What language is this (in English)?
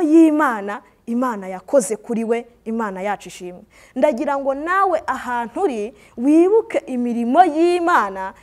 Kinyarwanda